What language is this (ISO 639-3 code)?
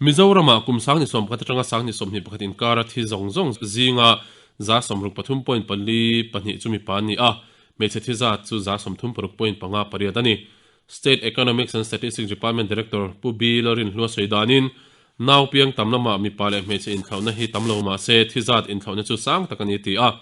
lus